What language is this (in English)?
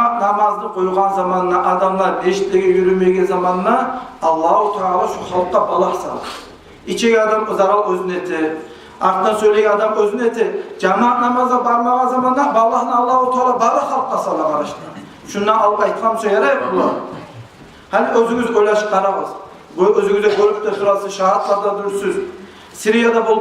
Kumyk